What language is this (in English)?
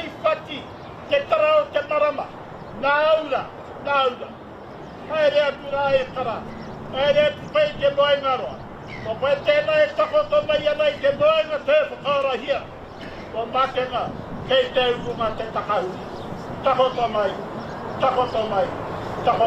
Māori